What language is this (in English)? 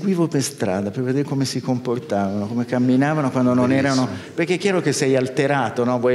Italian